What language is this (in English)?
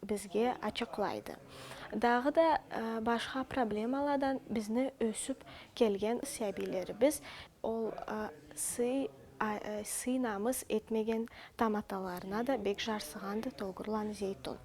Karachay-Balkar